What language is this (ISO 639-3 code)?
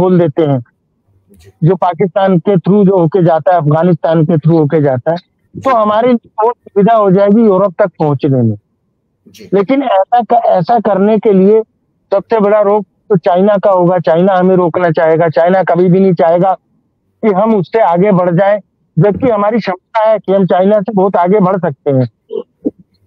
hin